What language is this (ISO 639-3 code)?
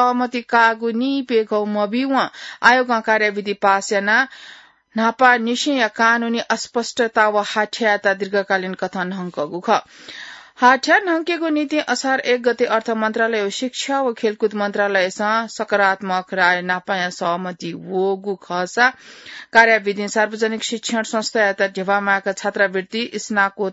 new